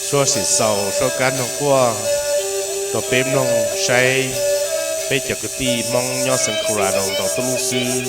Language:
Hmong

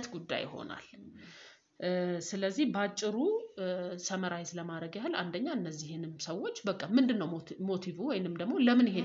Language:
Amharic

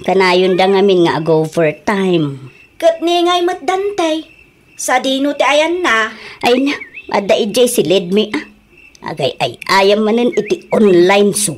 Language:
Iloko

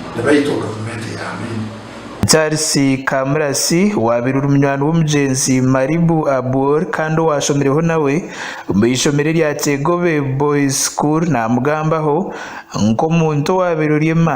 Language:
Nyankole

